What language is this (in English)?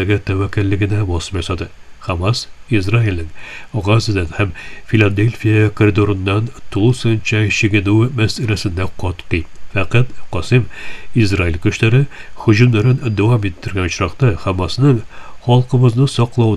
Tatar